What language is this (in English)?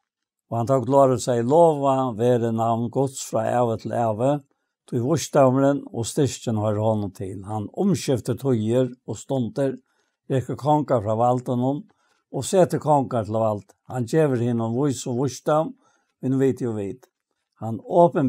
Faroese